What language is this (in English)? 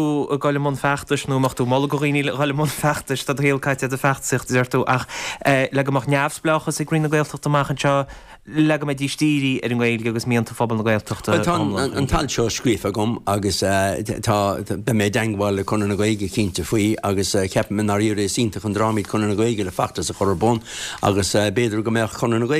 Irish